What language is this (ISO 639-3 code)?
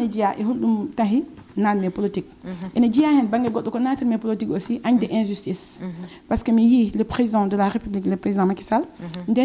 ful